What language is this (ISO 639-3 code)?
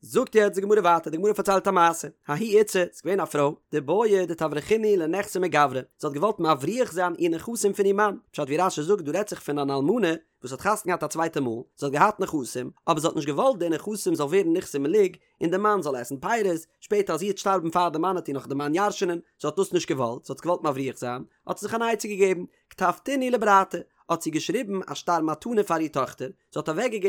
yid